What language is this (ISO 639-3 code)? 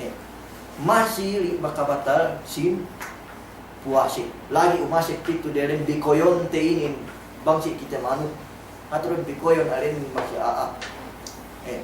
yka